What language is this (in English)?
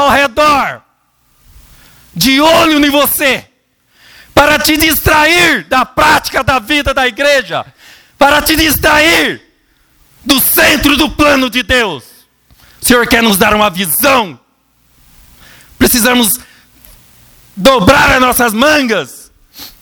Portuguese